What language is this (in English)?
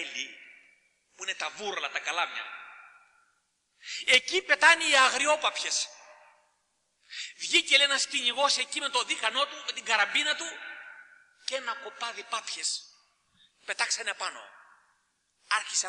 Greek